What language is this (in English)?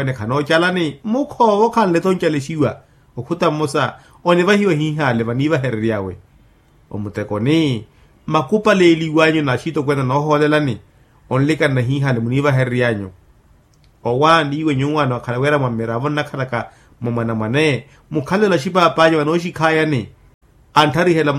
Makhuwa